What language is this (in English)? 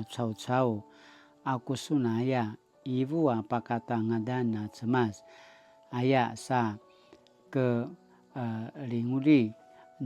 Paiwan